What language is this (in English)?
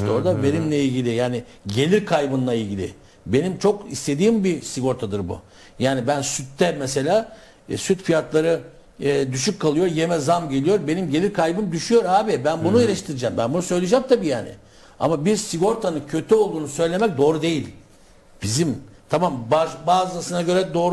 Turkish